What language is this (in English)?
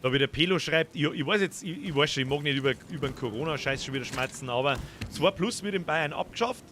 Bavarian